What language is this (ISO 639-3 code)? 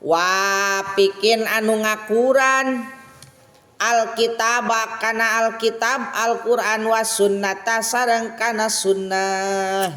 sun